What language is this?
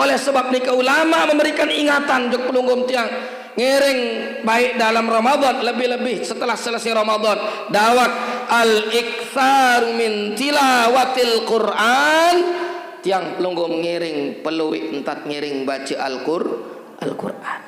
Sasak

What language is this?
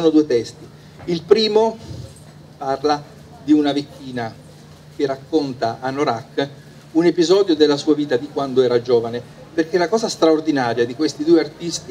Italian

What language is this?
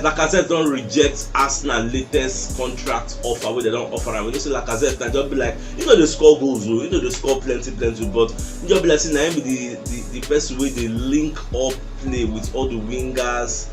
Nigerian Pidgin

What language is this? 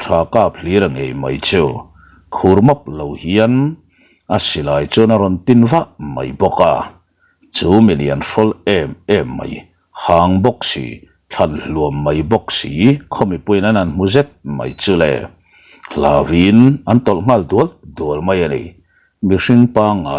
Mizo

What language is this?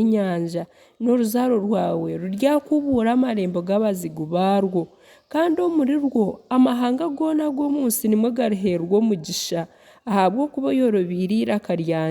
Nyankole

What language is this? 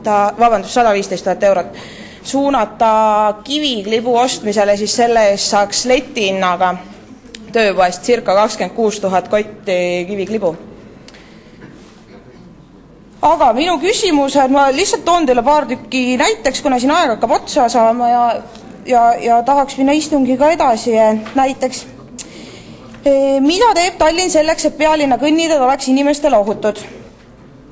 Estonian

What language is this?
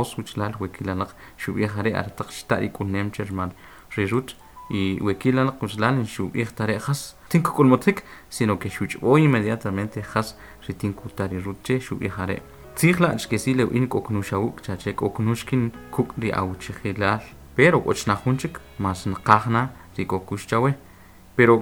Kʼicheʼ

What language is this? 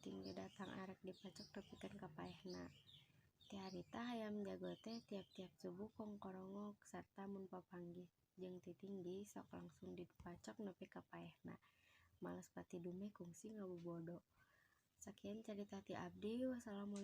Sundanese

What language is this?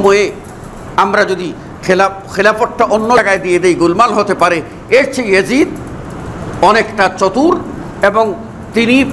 Bangla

